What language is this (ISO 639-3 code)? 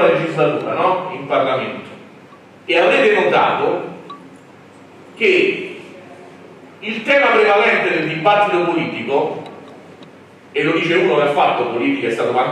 ita